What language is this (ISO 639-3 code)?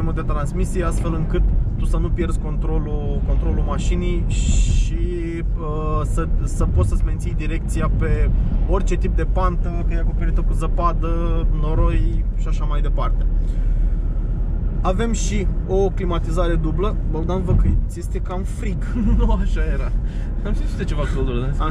ron